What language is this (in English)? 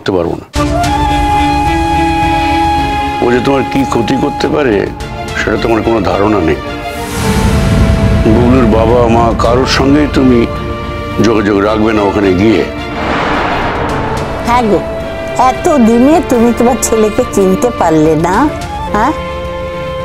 Bangla